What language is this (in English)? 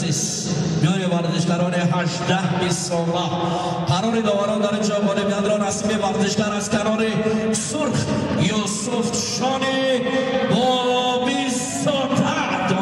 Tajik